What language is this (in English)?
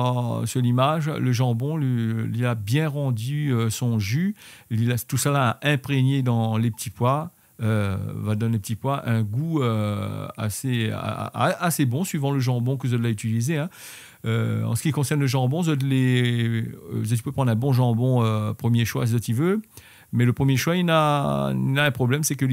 Réunion Creole French